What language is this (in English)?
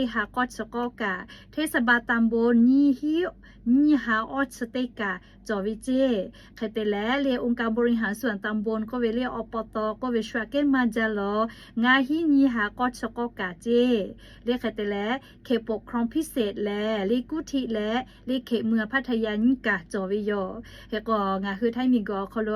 Lahu